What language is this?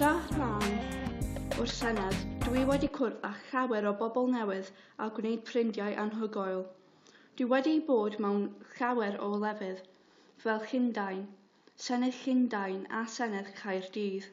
Welsh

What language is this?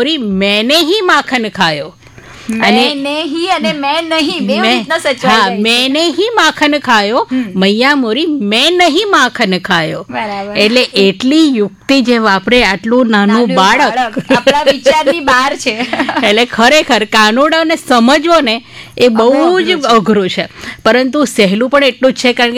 Gujarati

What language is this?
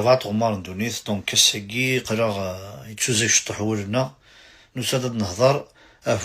Kabyle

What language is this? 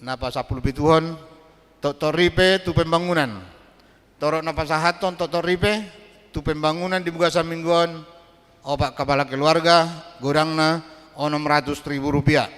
Batak Toba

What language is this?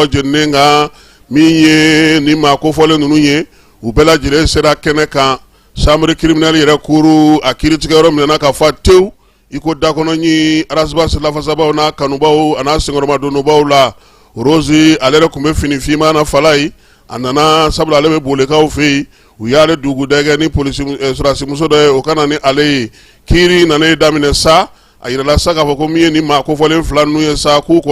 Bambara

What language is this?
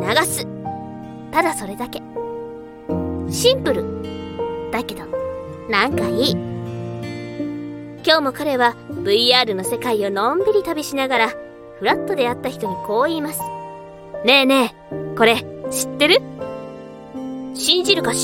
Japanese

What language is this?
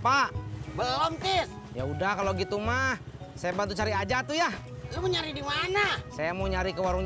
Betawi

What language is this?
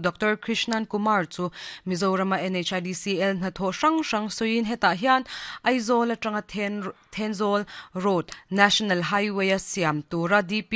Mizo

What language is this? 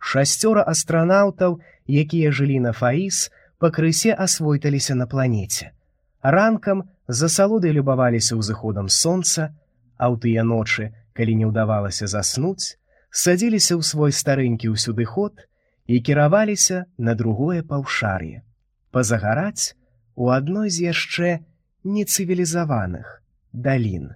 Belarusian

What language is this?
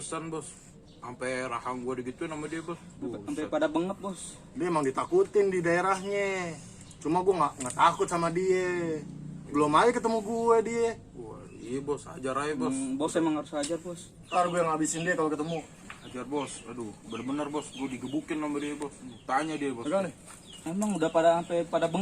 Betawi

